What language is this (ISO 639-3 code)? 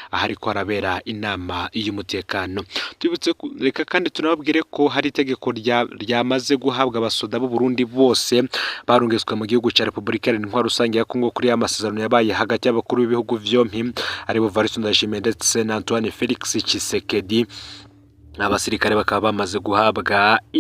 run